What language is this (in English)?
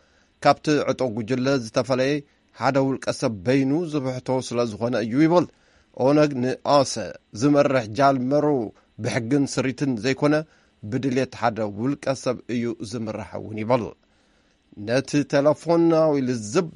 Tigrinya